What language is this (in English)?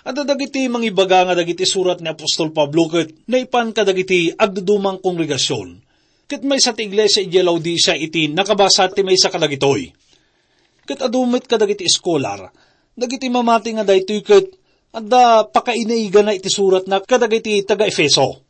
Iloko